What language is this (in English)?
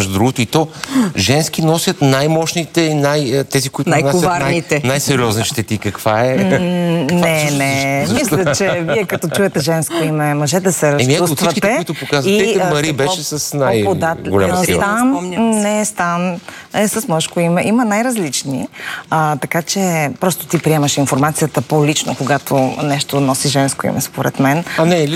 Bulgarian